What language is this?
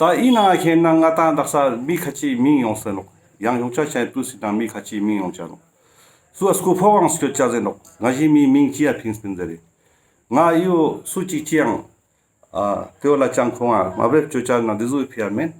Ladakhi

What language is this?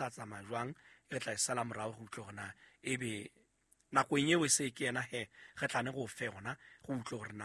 Southern Sotho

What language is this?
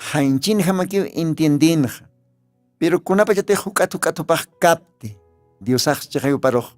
Aymara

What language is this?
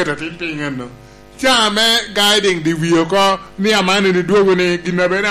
Lango (Uganda)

